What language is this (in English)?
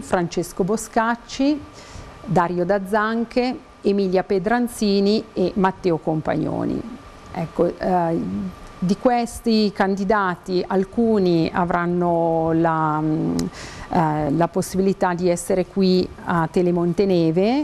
Italian